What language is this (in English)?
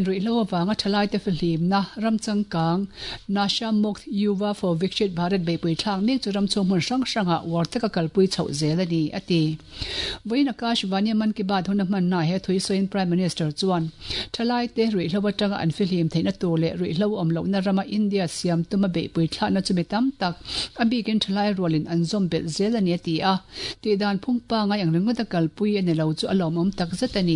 Mizo